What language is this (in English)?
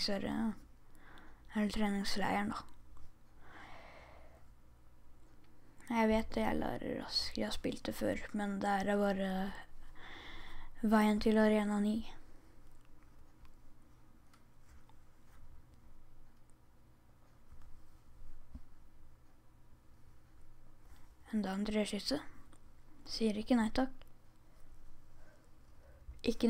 Norwegian